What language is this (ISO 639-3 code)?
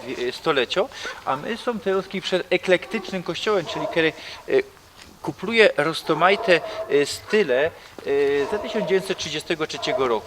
szl